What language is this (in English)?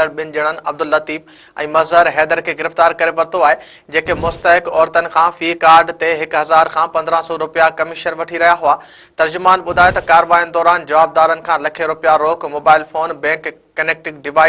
Sindhi